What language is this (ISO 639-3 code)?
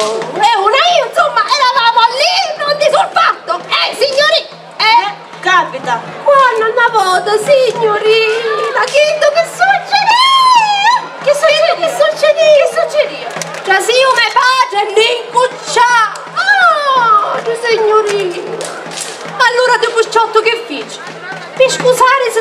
scn